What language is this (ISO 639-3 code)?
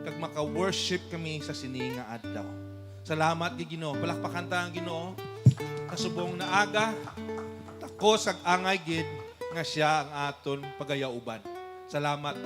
hil